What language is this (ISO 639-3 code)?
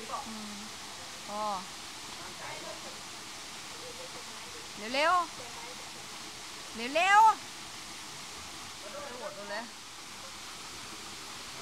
tha